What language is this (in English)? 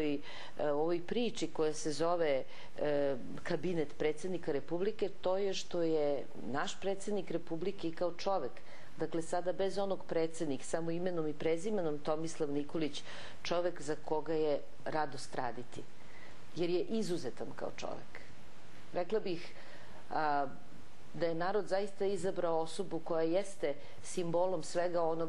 Serbian